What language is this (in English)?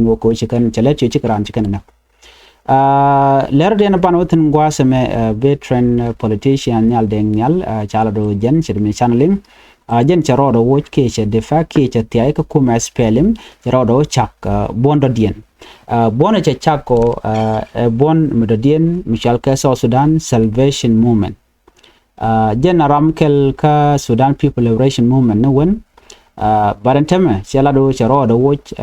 Nuer